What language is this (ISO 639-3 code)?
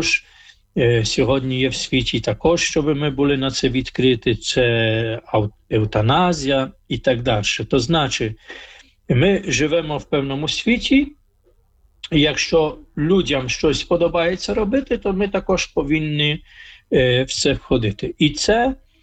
ukr